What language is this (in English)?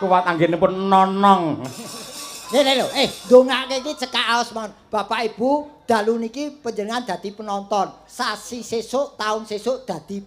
Javanese